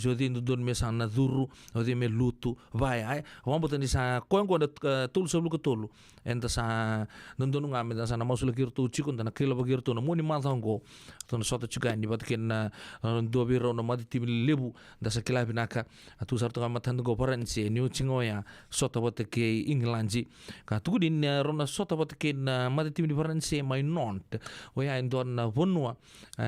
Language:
Fijian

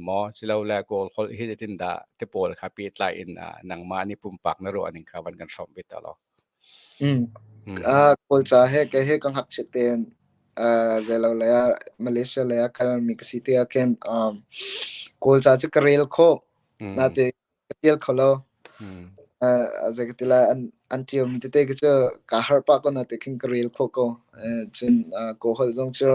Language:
Hakha Chin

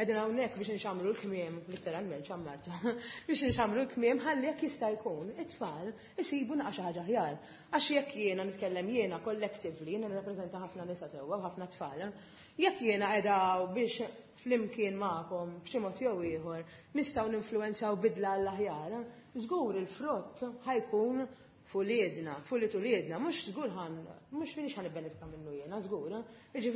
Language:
Maltese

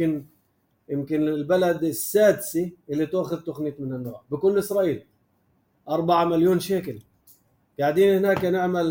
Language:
North Levantine Arabic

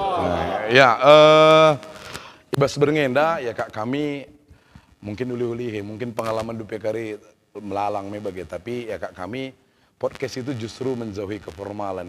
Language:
Batak Karo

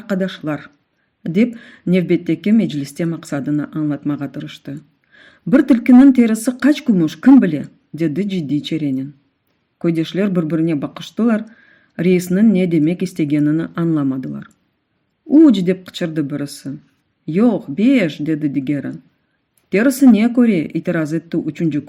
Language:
Crimean Tatar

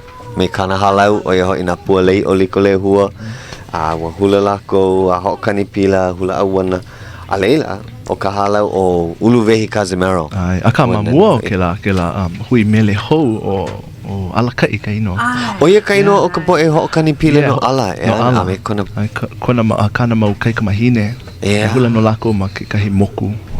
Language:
Hawaiian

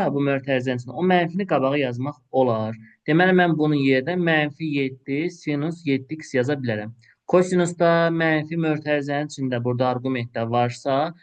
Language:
Azerbaijani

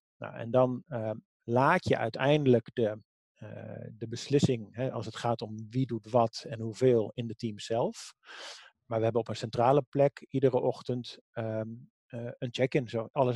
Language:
Dutch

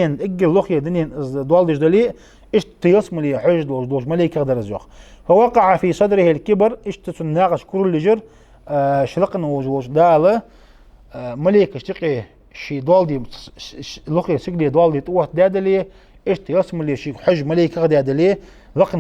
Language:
Ingush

